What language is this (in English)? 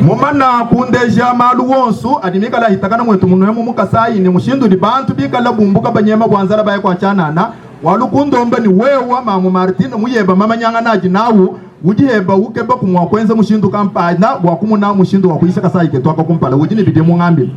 Luba-Lulua